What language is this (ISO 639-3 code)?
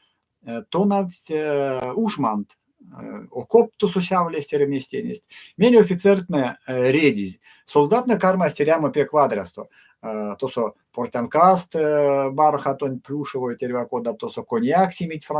myv